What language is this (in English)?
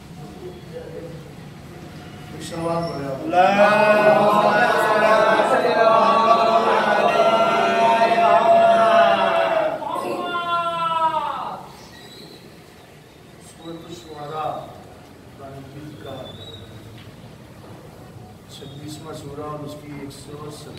Urdu